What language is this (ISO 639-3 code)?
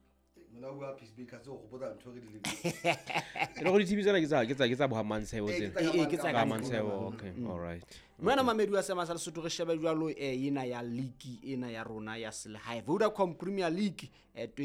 sot